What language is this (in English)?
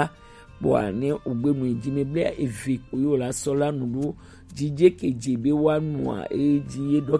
Gen